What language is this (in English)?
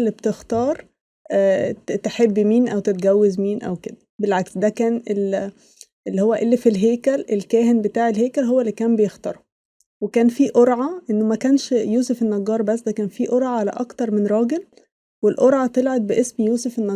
Egyptian Arabic